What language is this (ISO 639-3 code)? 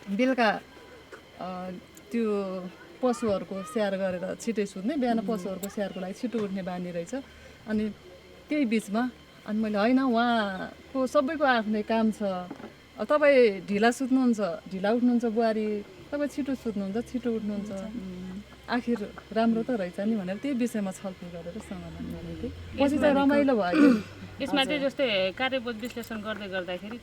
nep